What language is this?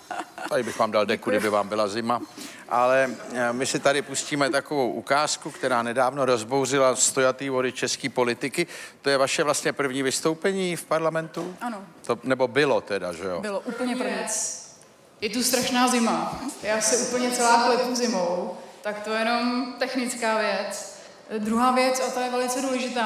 Czech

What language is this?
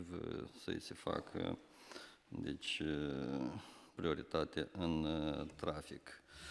Romanian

